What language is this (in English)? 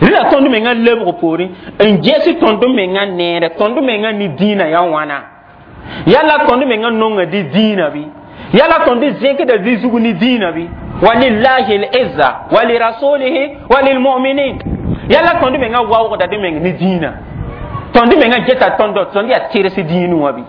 Mossi